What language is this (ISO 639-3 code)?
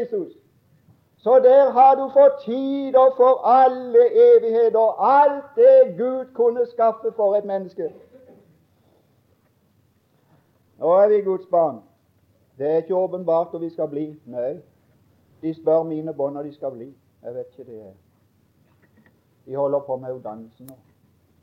nor